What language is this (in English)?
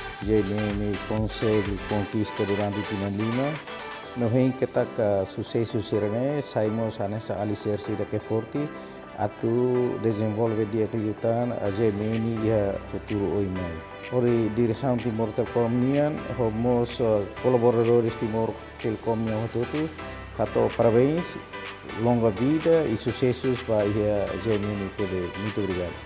Tetum